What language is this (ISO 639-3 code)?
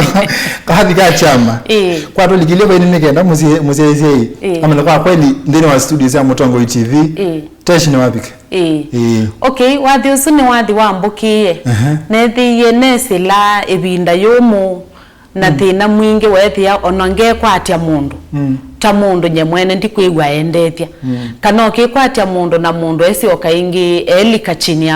kam